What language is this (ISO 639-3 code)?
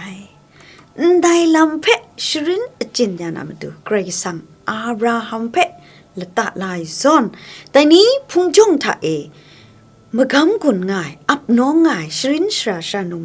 kac